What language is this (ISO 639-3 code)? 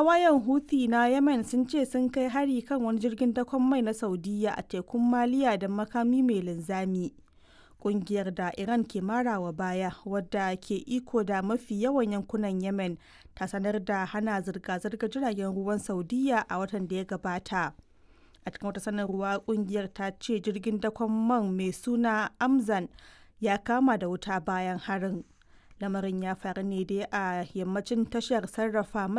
hau